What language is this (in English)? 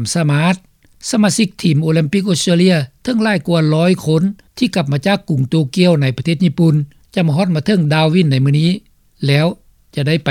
Lao